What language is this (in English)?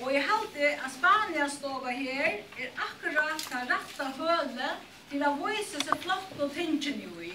Faroese